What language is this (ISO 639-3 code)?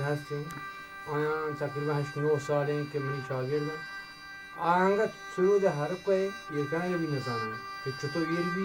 bgp